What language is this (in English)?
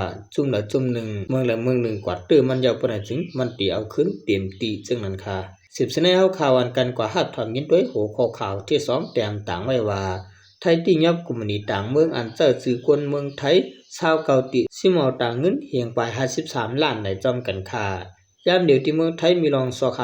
Shan